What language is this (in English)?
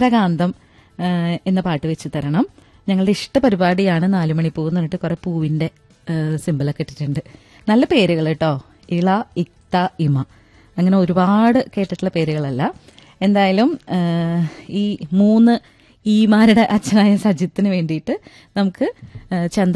Malayalam